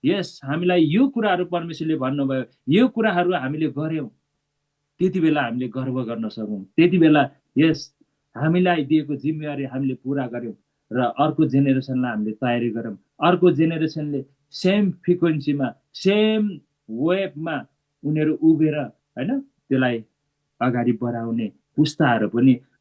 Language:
Nepali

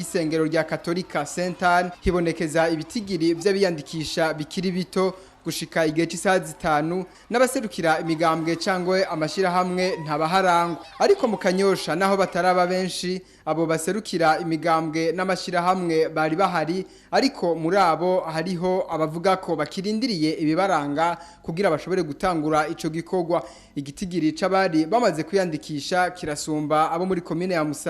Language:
Rundi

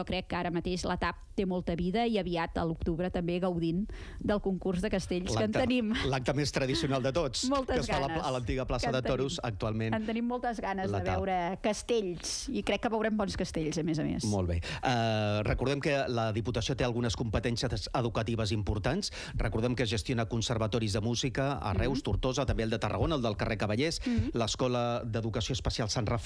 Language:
Catalan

